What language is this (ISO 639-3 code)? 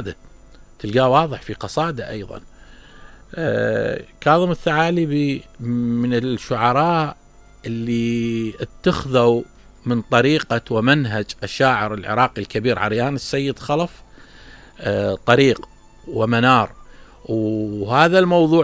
acm